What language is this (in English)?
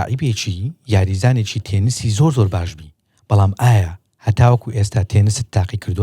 Central Kurdish